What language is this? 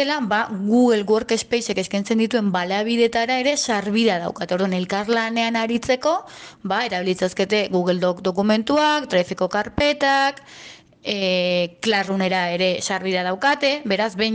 Basque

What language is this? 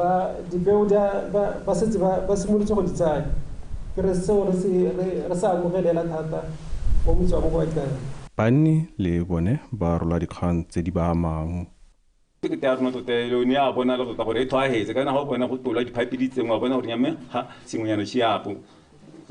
Tswana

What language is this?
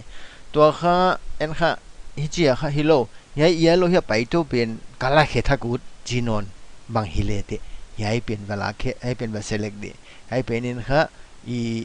Paite Chin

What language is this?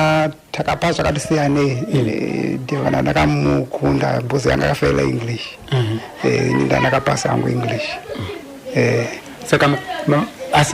Shona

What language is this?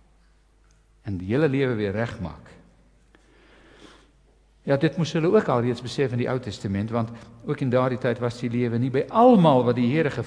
Afrikaans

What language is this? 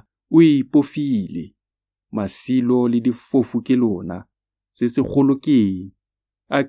Tswana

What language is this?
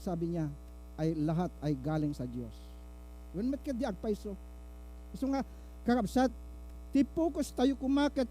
Iloko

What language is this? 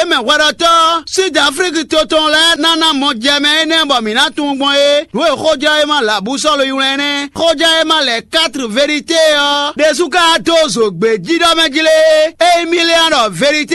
Fon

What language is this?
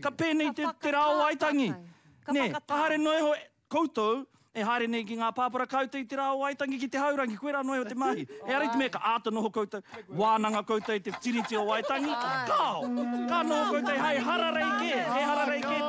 Māori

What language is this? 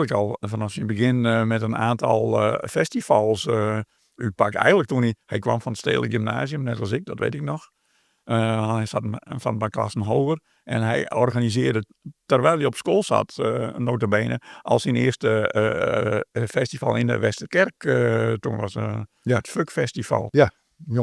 Western Frisian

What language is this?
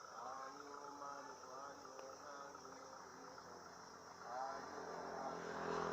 Lao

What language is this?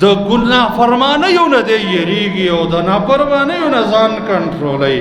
Pashto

